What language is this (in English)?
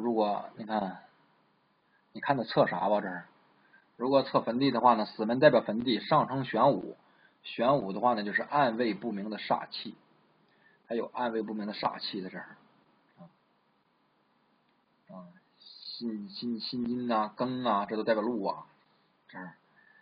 Chinese